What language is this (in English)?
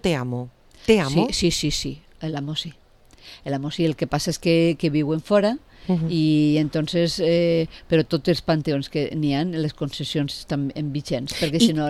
Catalan